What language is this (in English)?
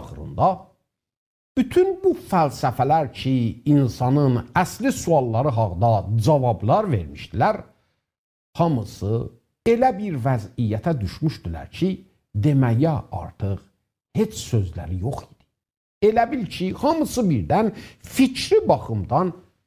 South Azerbaijani